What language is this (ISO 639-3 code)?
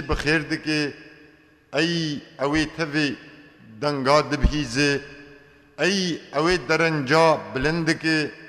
kur